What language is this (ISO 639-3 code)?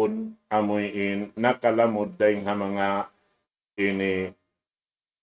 tsg